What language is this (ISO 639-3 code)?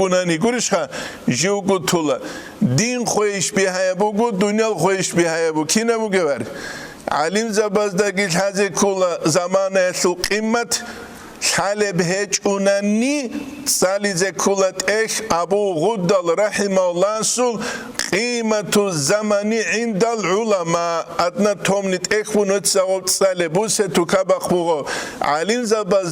ava